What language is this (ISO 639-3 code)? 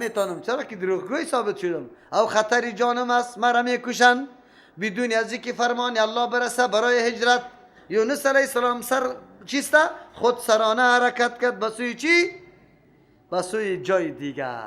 fas